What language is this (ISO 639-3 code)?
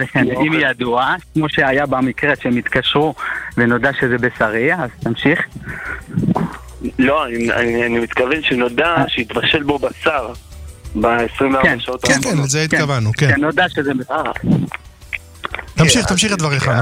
heb